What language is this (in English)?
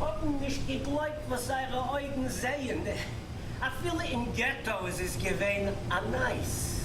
Yiddish